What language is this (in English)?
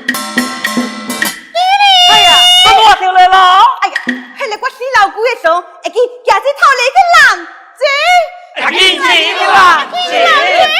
Pu-Xian Chinese